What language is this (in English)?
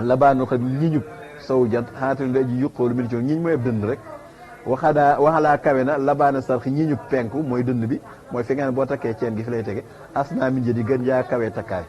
Wolof